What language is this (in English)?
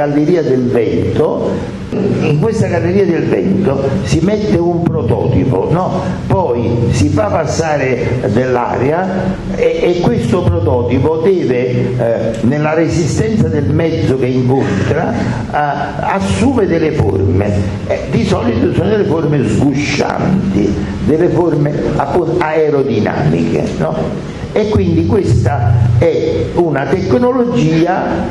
Italian